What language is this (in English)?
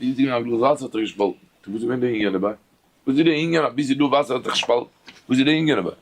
Yiddish